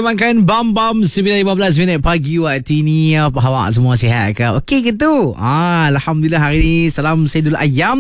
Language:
Malay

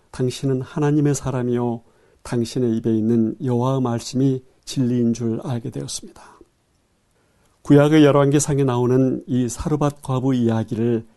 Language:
Korean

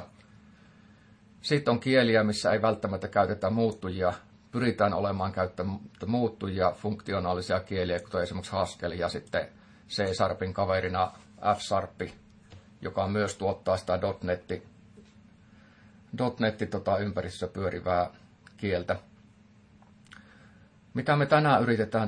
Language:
Finnish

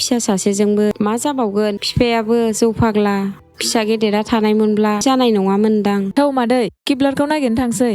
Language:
Bodo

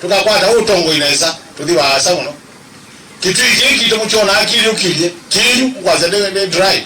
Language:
Kamba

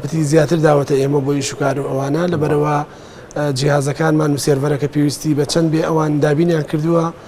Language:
Central Kurdish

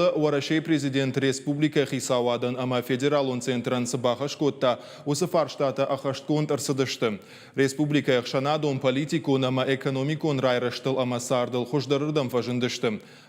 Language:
Ossetic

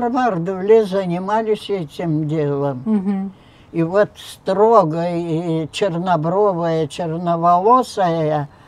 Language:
Crimean Tatar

